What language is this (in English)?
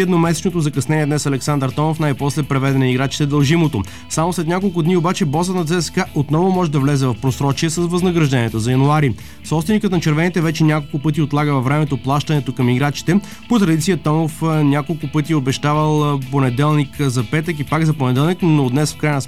Bulgarian